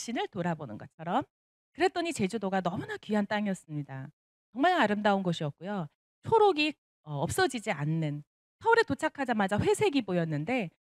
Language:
Korean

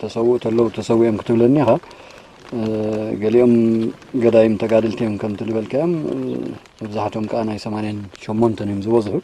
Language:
Tigrinya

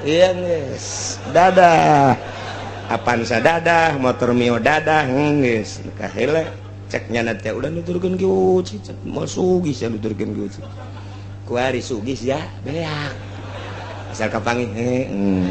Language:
Sundanese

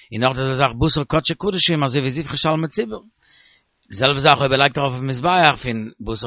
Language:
Yiddish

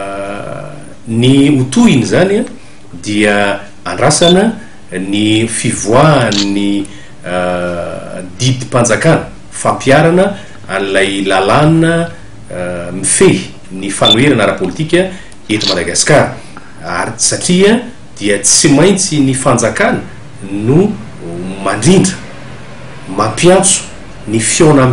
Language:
Malagasy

